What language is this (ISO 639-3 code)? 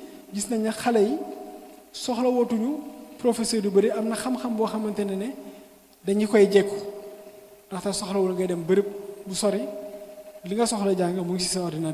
wol